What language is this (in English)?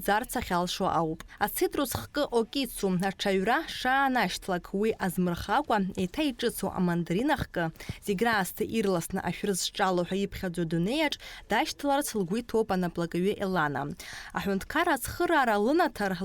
Abkhazian